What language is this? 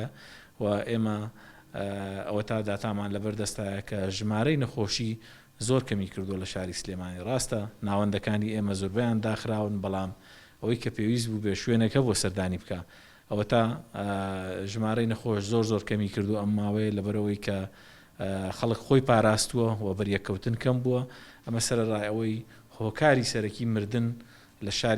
Central Kurdish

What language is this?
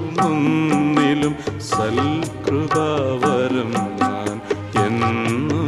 Malayalam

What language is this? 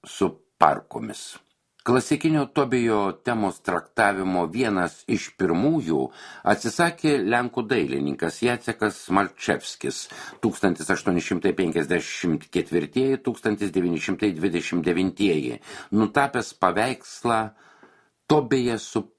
Lithuanian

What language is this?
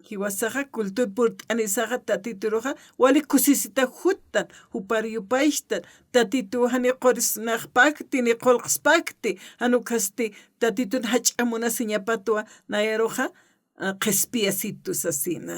Aymara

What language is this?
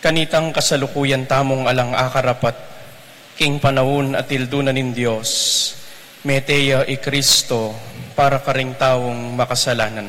Pampanga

